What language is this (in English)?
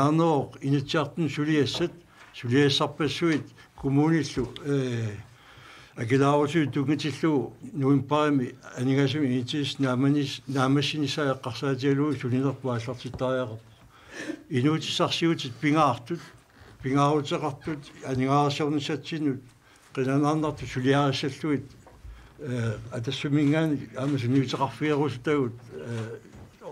Kalaallisut